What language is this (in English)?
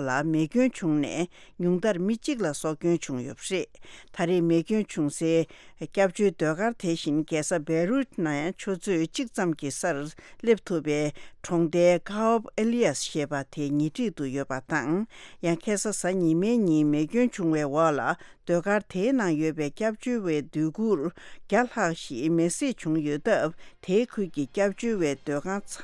Tibetan